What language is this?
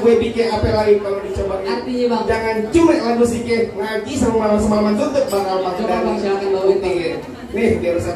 Betawi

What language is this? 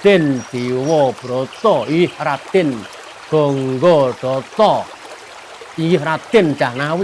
Javanese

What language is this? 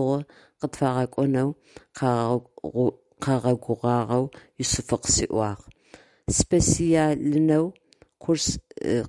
Adyghe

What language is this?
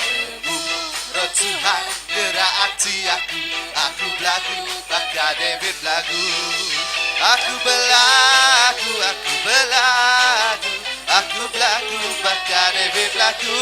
Iban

